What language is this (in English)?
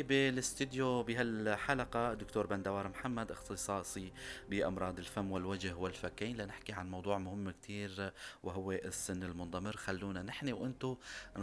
North Levantine Arabic